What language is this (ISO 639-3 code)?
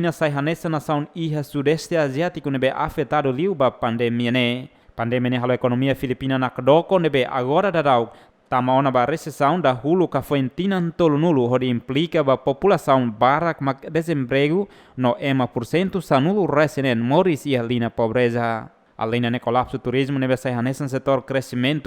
tet